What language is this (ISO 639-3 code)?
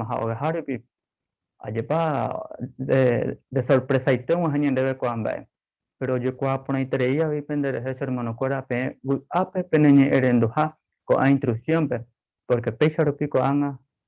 grn